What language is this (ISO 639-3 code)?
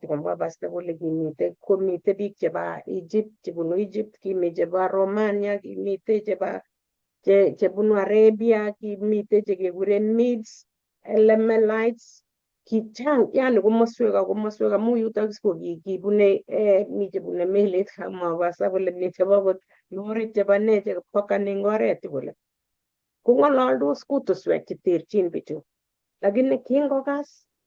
kln